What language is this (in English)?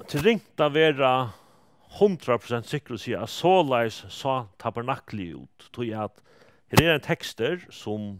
Faroese